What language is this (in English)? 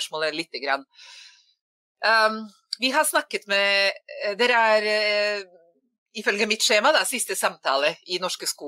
Norwegian